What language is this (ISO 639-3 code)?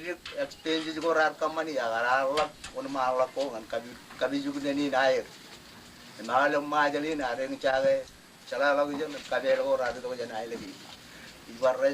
mah